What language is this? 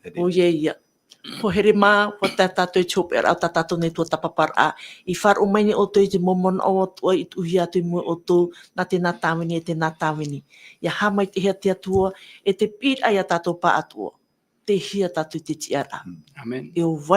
Tahitian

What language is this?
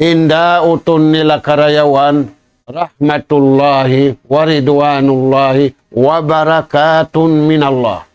Tausug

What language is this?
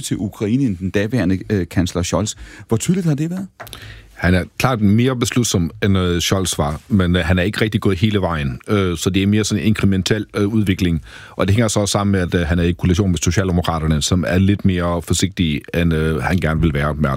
Danish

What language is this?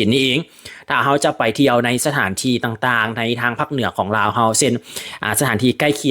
Lao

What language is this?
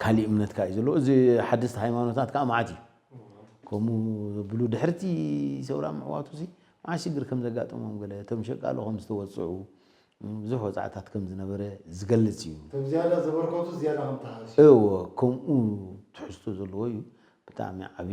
Tigrinya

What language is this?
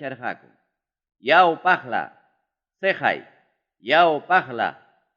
Ayacucho Quechua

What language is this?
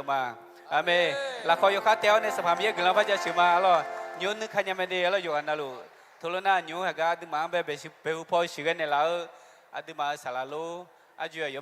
Akha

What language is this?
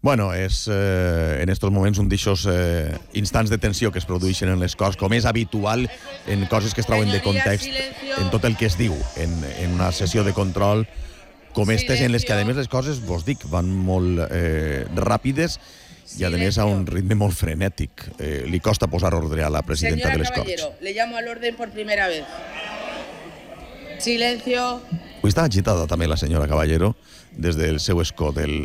Catalan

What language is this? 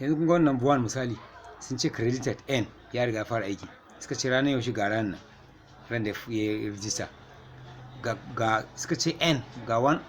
Hausa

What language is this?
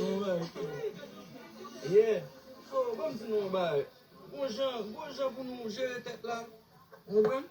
Haitian Creole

